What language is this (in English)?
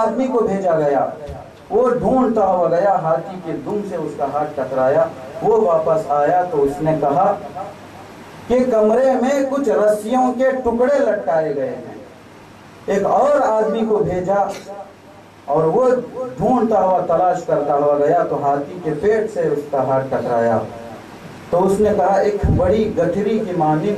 Urdu